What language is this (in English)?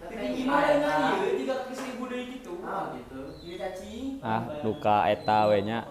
Sundanese